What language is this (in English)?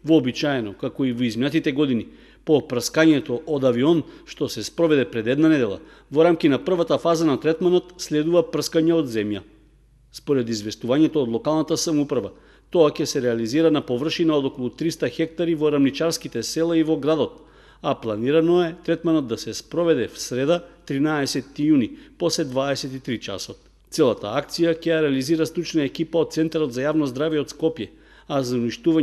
Macedonian